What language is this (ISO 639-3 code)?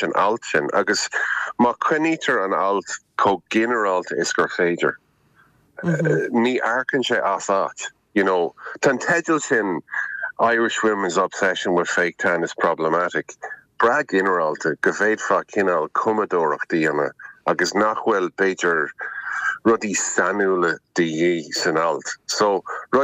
gle